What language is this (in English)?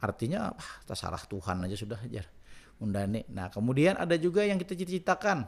Banjar